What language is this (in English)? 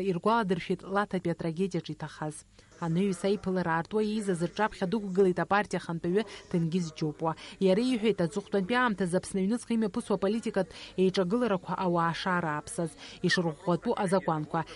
Abkhazian